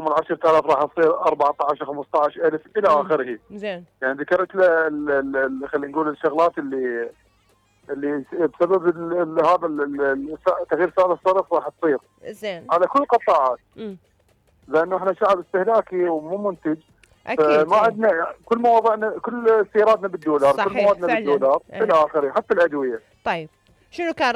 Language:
Mesopotamian Arabic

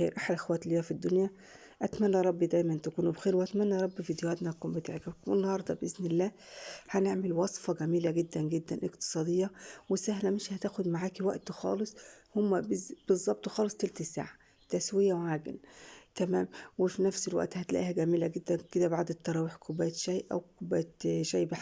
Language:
Egyptian Arabic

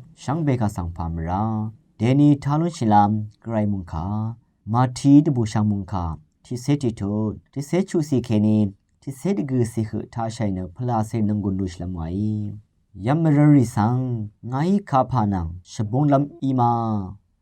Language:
Rawang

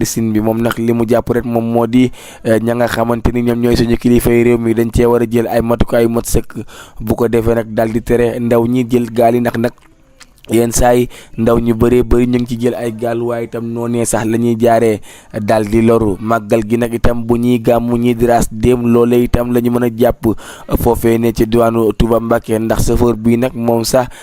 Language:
Wolof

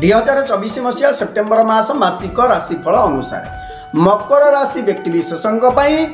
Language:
Odia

